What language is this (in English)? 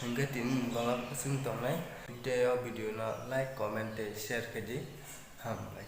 Kok Borok